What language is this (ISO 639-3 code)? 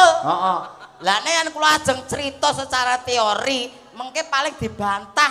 jav